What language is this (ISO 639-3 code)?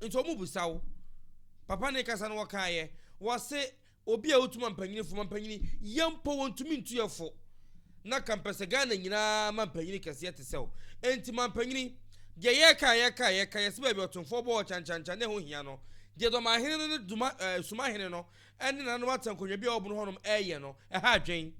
aka